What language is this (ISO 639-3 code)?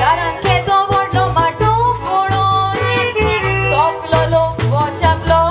kok